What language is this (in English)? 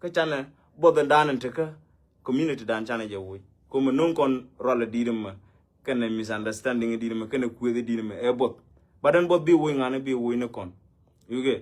Nuer